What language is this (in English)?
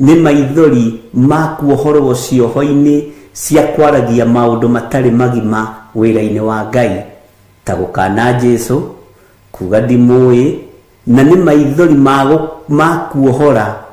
Kikuyu